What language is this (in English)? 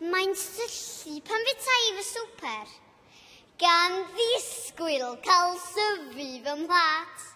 Welsh